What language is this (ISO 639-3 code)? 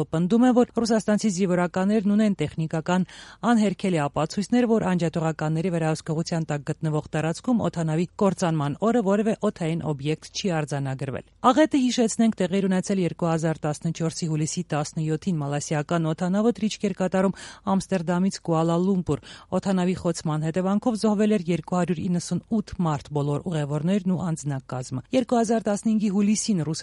hye